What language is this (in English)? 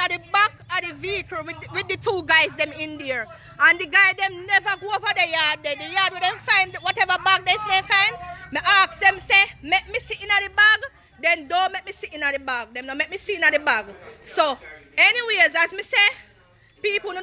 Jamaican Creole English